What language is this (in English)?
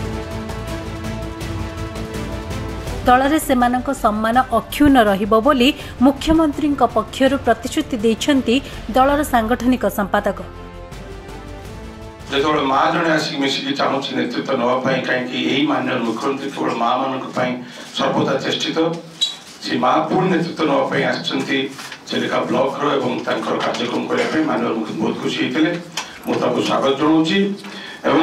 Odia